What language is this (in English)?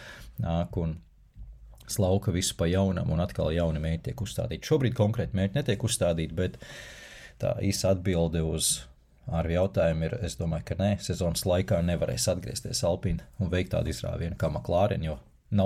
Latvian